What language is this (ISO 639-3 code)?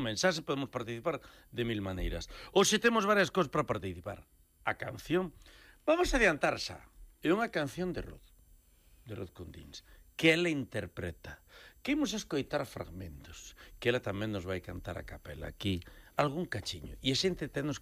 glg